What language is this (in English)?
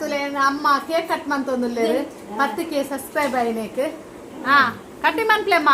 Tulu